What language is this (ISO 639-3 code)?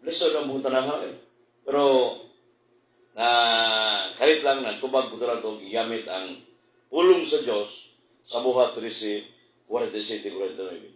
ceb